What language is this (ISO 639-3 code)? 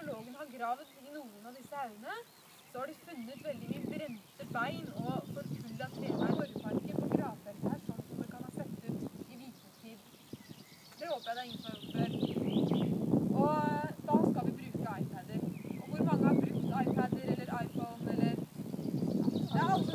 nor